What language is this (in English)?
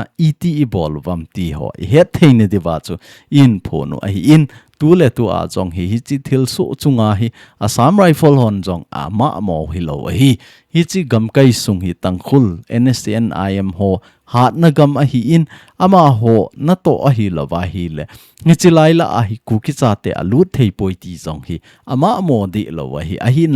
Thado Chin